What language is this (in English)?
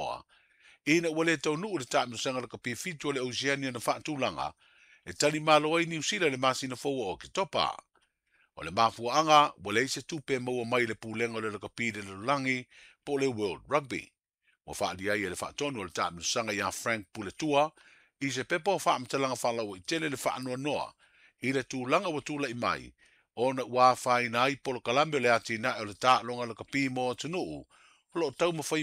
Samoan